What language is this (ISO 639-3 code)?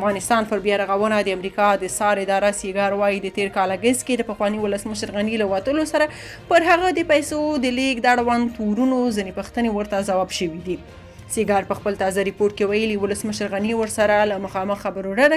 pus